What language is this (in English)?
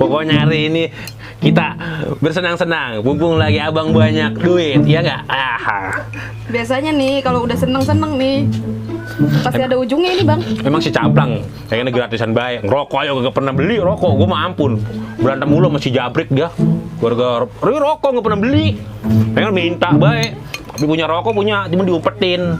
Betawi